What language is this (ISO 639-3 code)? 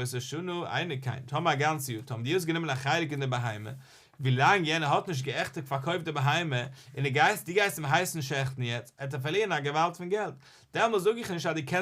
yid